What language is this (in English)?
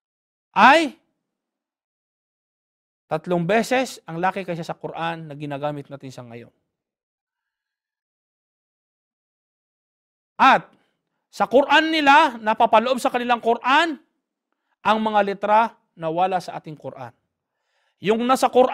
Filipino